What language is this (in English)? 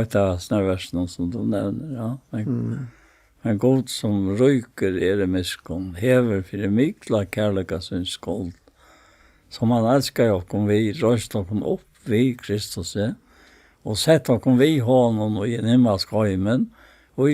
Faroese